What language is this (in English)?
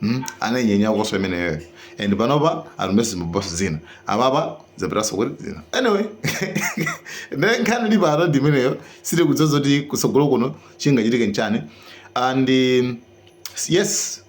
Nyanja